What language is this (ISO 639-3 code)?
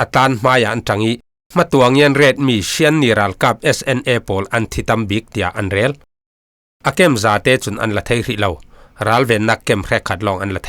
cfm